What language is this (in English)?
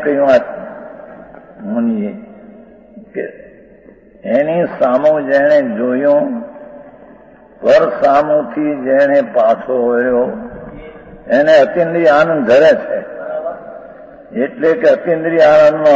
Gujarati